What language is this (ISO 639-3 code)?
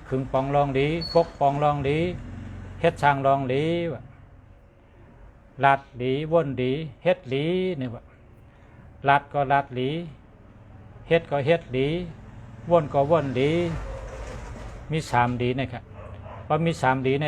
shn